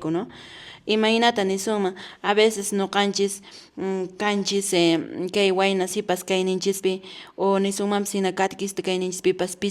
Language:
Quechua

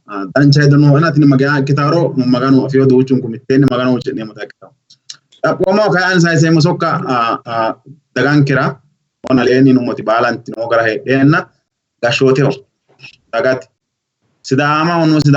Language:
Sidamo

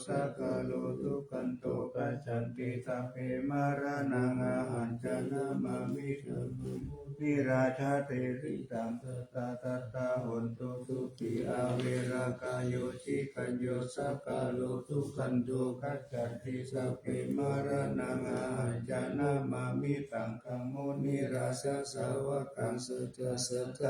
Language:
Pali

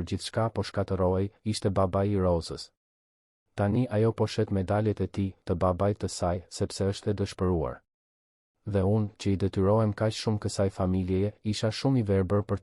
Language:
Albanian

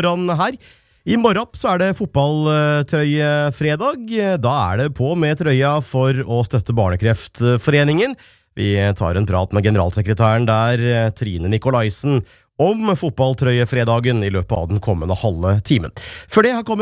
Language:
Norwegian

